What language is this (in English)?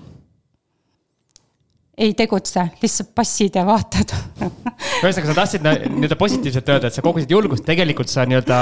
Estonian